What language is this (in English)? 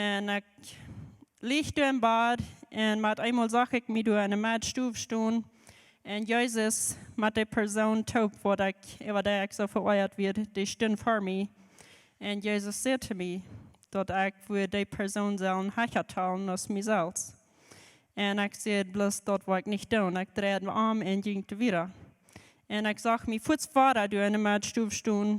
Plautdietsch